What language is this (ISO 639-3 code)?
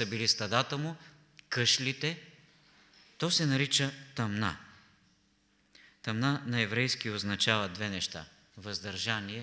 bul